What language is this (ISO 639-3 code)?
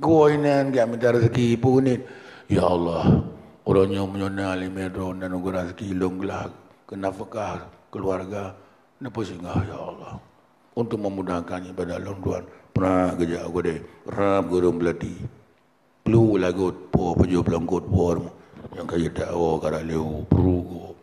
ace